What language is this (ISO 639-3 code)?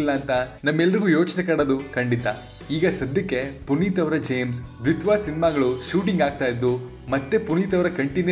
kan